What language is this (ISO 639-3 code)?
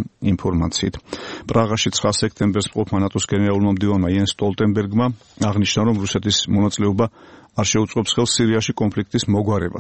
kat